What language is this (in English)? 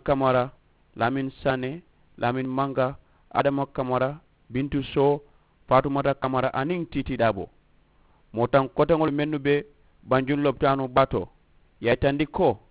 Mandingo